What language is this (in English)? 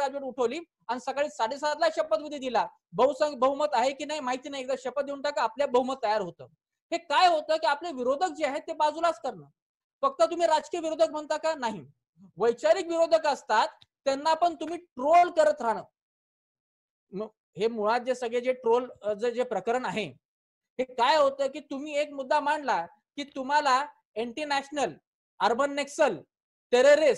Marathi